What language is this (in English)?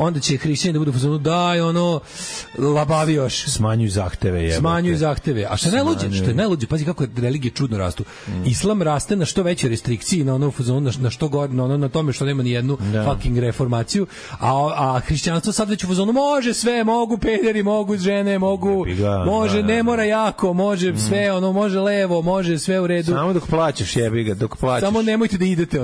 Serbian